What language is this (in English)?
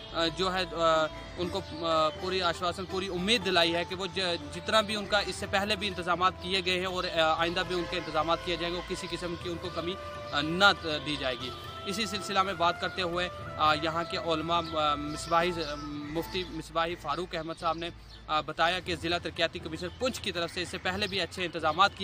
Urdu